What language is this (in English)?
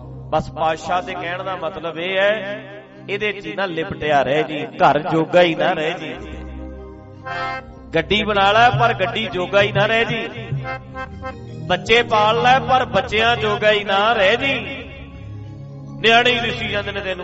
Punjabi